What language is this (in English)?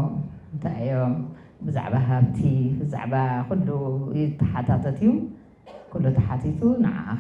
Tigrinya